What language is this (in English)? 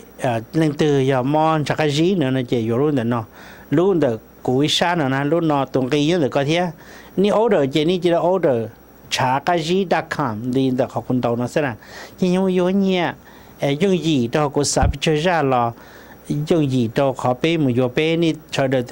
Hmong